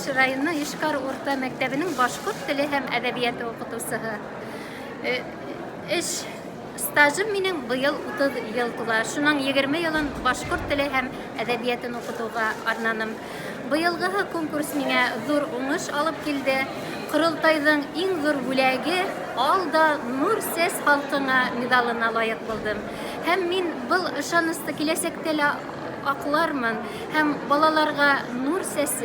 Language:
Bashkir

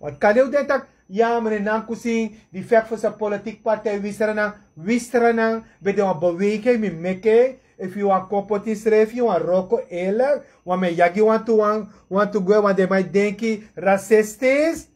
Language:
Sranan Tongo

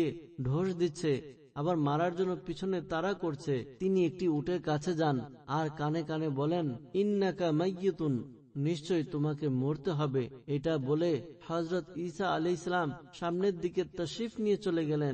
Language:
Bangla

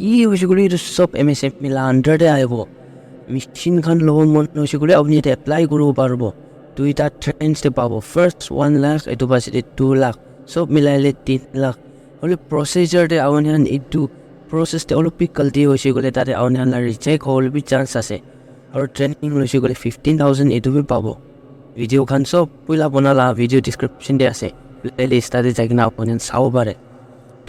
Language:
Naga Pidgin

